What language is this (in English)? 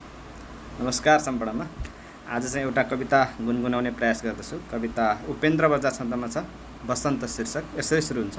Nepali